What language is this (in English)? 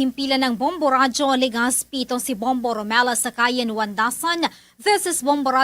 Hiligaynon